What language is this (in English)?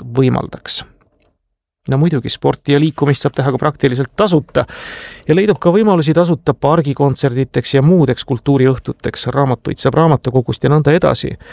Estonian